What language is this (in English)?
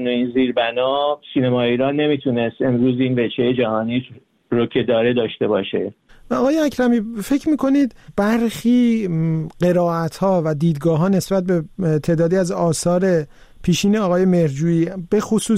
Persian